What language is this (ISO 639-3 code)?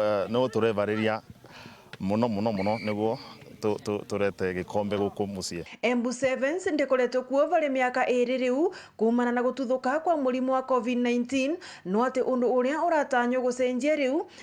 mer